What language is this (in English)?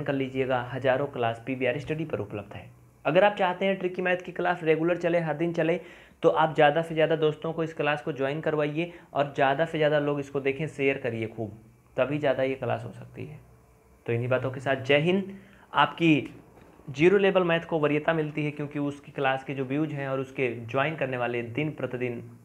Hindi